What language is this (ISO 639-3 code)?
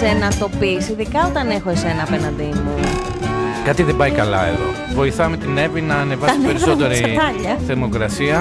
ell